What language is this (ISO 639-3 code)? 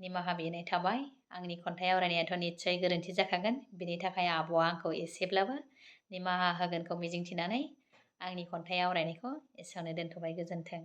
brx